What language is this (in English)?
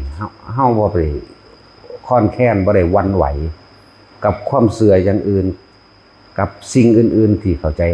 Lao